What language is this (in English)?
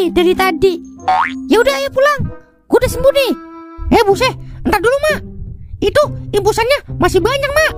Betawi